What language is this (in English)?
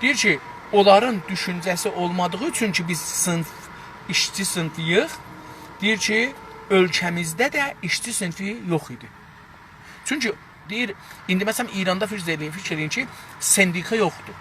South Azerbaijani